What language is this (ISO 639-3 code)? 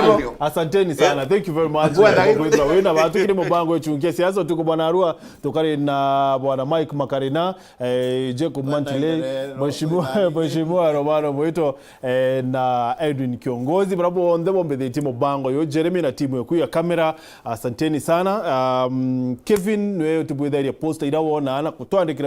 mer